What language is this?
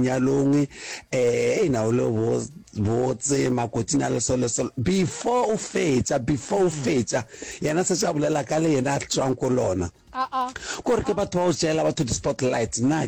Northern Sotho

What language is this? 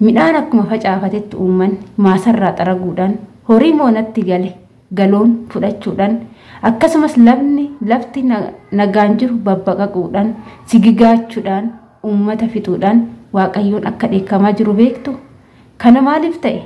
Oromo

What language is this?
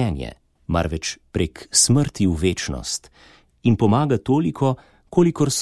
Slovenian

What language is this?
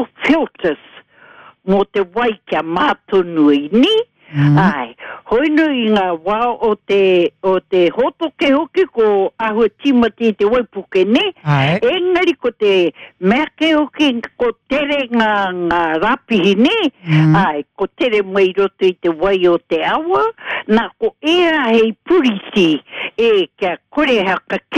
Māori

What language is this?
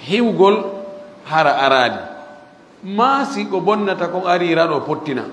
Fula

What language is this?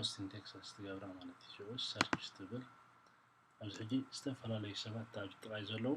Tigrinya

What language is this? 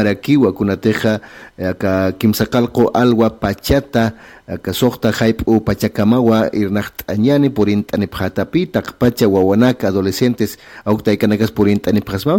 Aymara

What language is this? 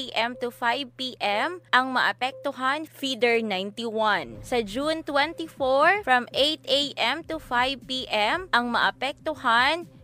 Hiligaynon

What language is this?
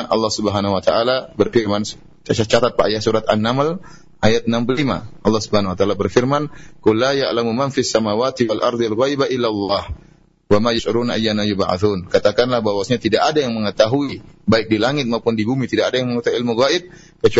Indonesian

